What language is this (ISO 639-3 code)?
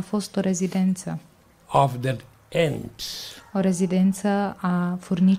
ron